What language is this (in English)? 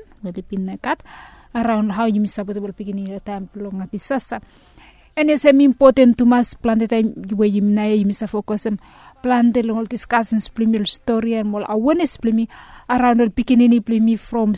Bislama